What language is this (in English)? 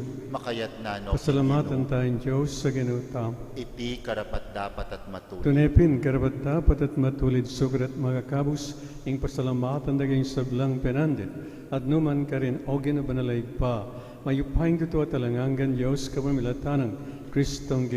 Pampanga